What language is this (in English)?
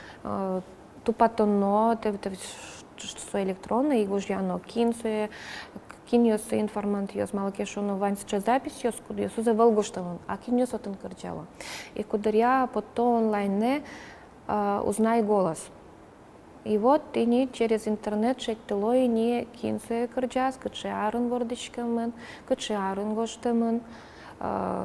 Udmurt